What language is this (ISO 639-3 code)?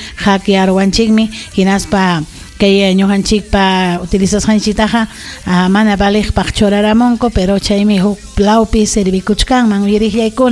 quy